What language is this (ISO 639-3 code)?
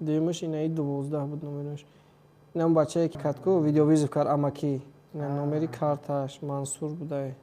tgk